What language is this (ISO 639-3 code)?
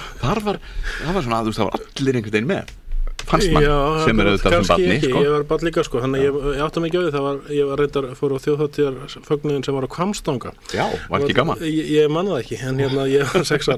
isl